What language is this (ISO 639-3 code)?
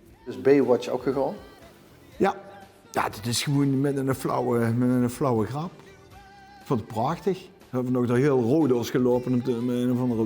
lim